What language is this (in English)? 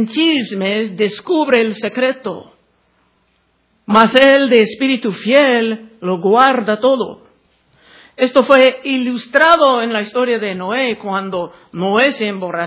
Spanish